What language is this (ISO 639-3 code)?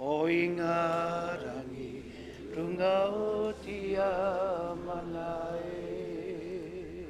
mri